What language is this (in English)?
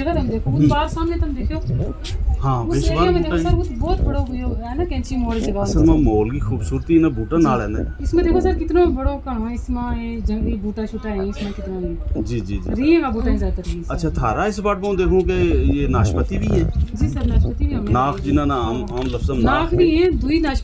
Gujari